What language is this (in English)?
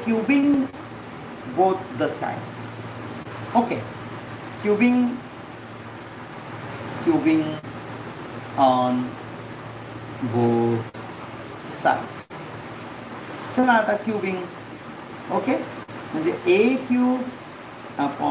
Marathi